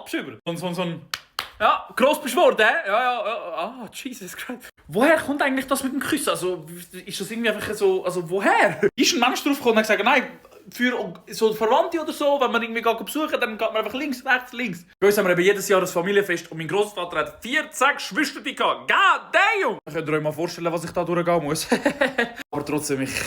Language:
Swiss German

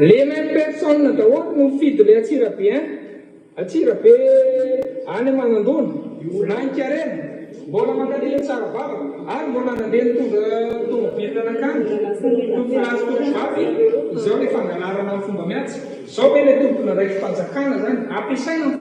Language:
Malagasy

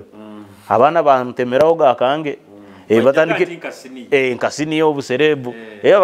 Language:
Nyoro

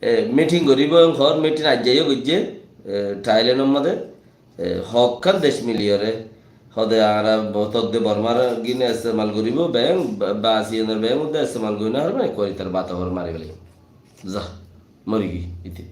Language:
Rohingya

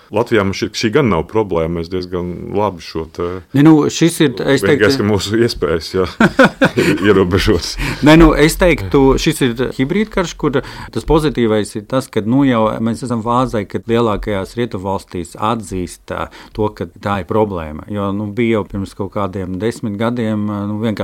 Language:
Latvian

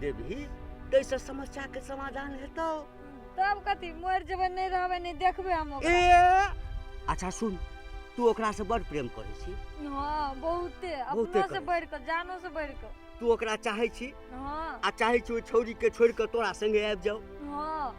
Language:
Maithili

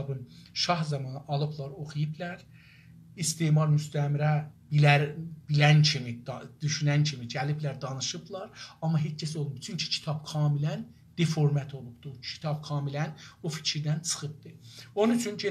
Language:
South Azerbaijani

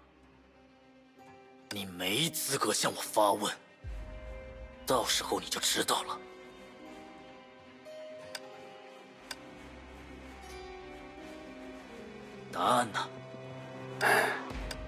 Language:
Chinese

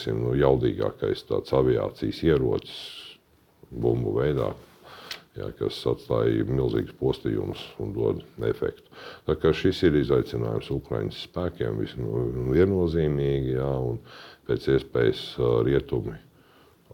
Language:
Latvian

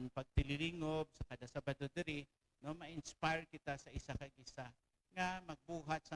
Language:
Hiligaynon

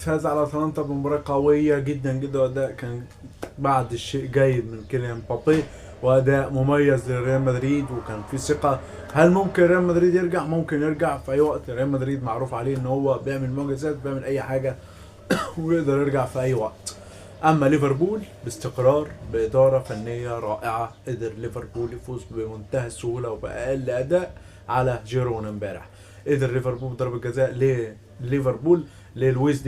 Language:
Egyptian Arabic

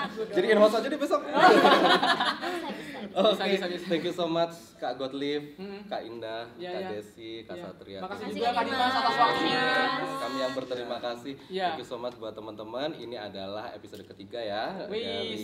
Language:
Indonesian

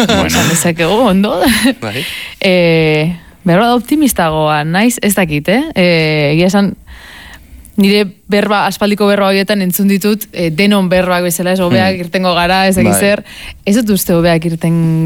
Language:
Basque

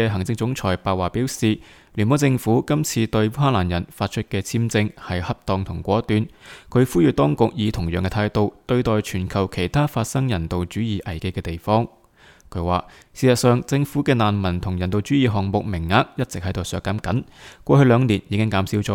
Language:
Cantonese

